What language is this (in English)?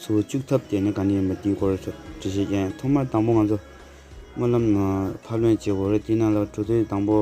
Tibetan